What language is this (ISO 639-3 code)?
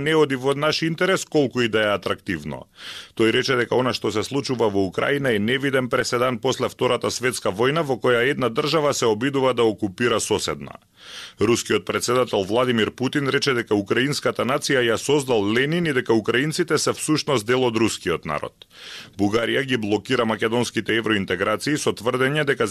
mkd